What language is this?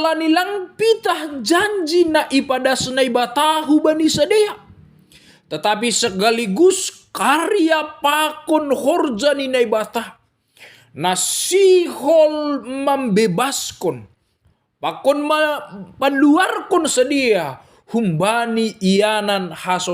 Batak Simalungun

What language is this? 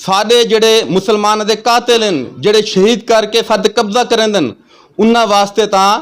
Saraiki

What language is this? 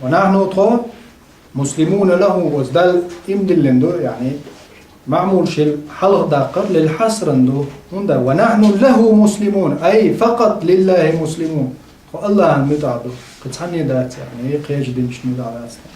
Chechen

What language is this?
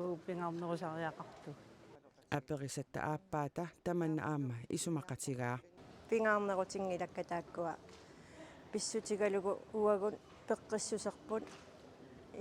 Kalaallisut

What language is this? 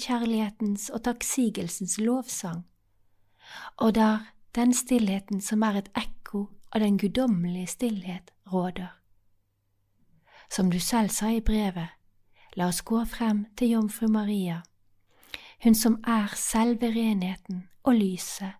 Norwegian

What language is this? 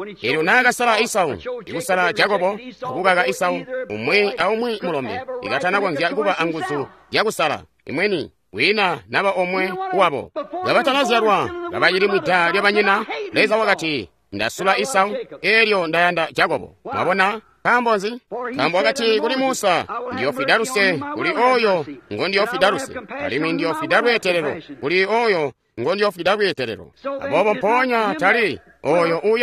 Tonga (Zambia)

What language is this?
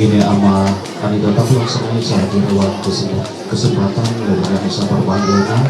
Ma'anyan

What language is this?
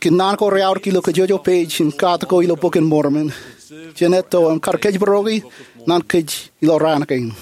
Marshallese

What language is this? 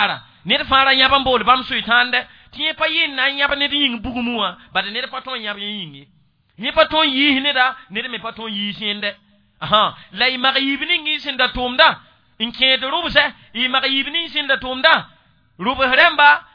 Mossi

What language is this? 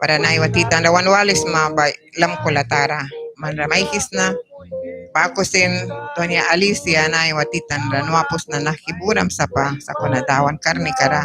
Mískito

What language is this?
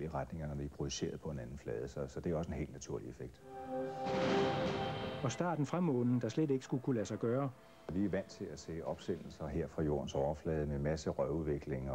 Danish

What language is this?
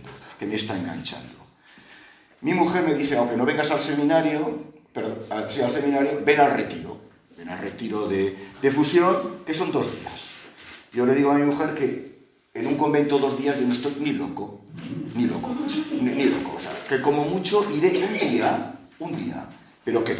Spanish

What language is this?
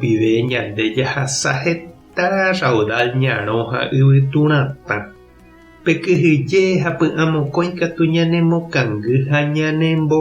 Guarani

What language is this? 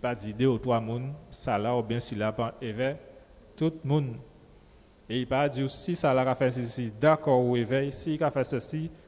Guadeloupean Creole French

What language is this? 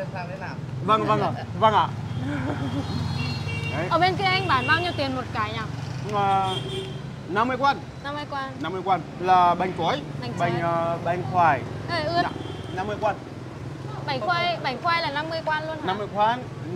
Vietnamese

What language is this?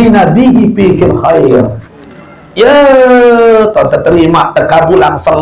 Sasak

